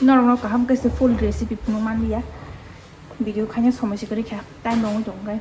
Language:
Kok Borok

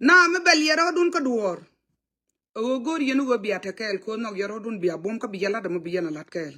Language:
Nuer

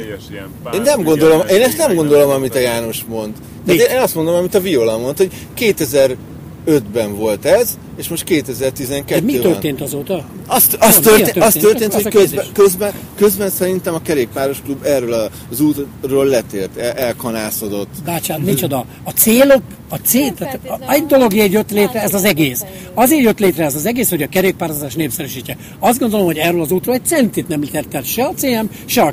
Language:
Hungarian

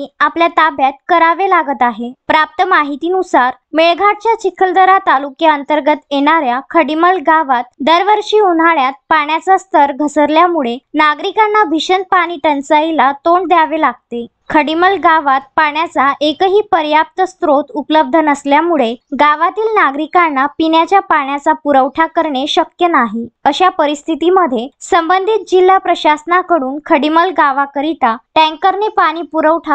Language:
Marathi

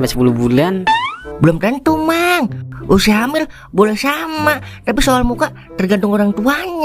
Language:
Betawi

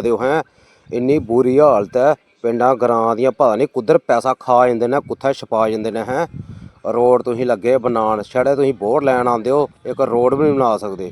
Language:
Dogri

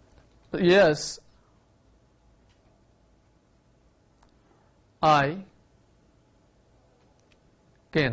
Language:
Gujarati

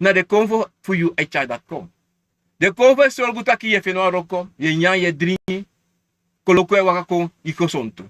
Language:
Sranan Tongo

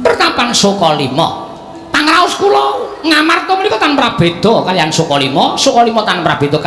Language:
Javanese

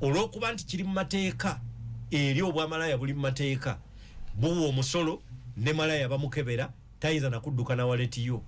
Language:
Ganda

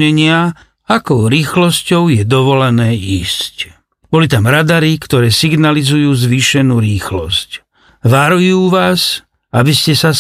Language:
Slovak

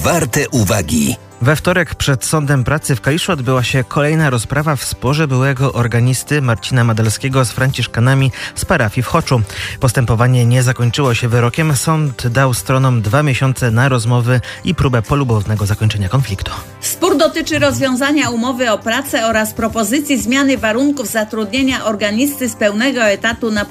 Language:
Polish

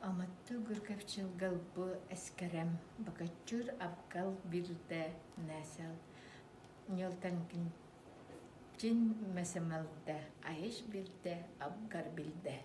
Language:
Even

